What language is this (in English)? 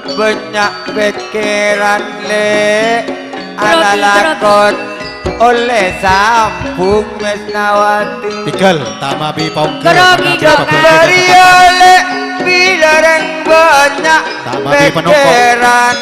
Madurese